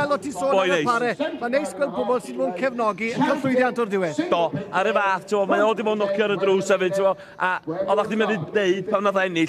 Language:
Welsh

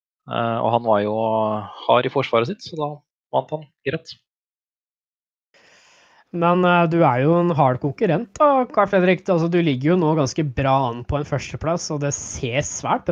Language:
Norwegian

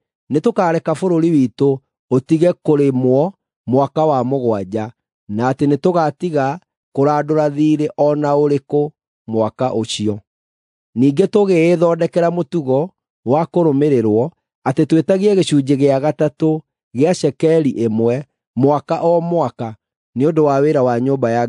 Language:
Kikuyu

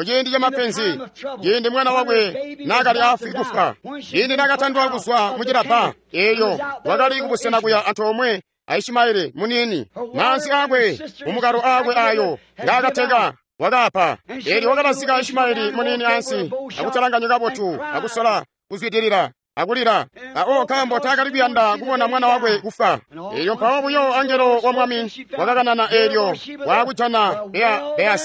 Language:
Tonga (Zambia)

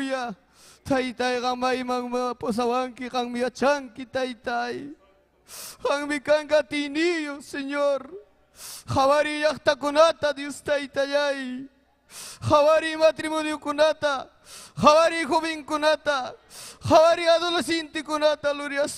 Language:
Ayacucho Quechua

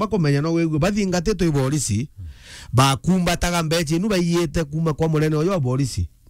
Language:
Meru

